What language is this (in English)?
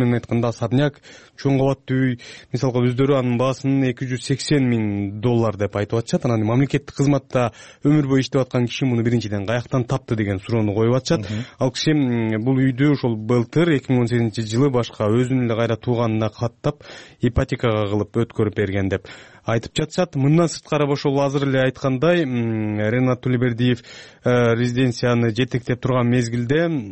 Kyrgyz